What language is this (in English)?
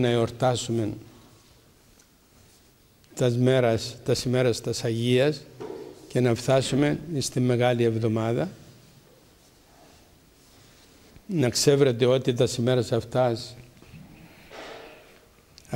Greek